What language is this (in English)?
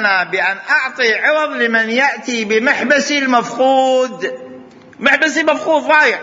Mesopotamian Arabic